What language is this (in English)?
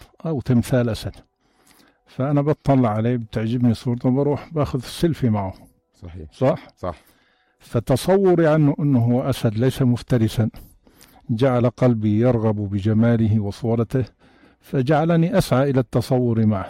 North Levantine Arabic